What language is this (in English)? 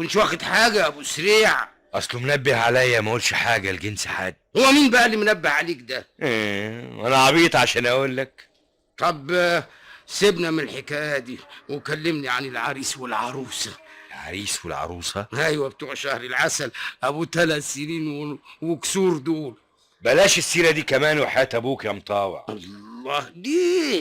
Egyptian Arabic